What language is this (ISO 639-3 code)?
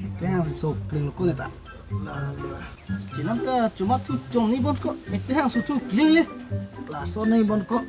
mjw